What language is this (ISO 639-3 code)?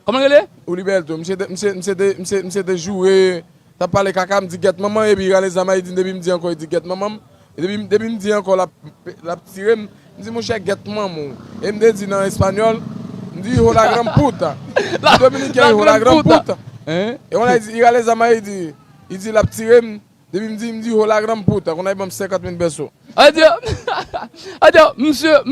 hat